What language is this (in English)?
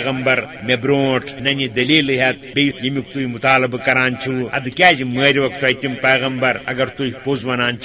Kashmiri